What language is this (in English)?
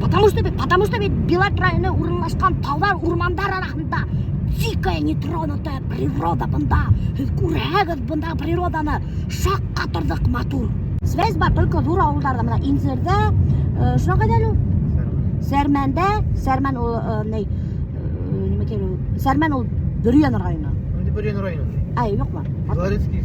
Bashkir